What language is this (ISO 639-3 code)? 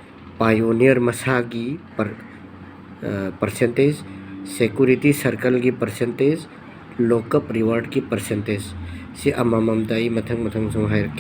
mni